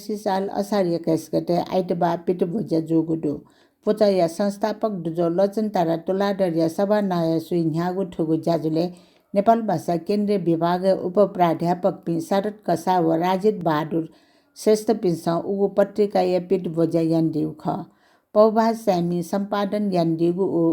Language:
Newari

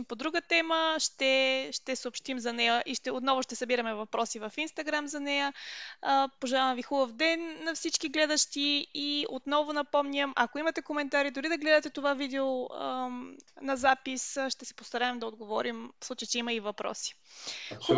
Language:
Bulgarian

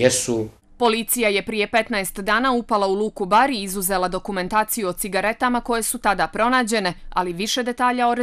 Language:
Croatian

